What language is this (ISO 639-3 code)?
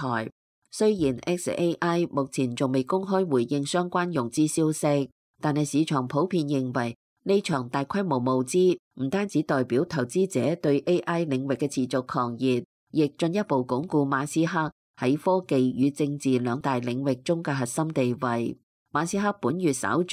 yue